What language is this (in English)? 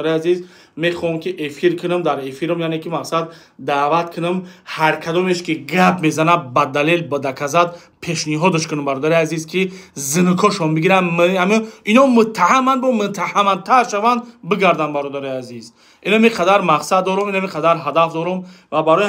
Tajik